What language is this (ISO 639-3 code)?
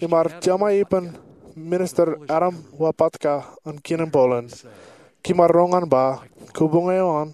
mah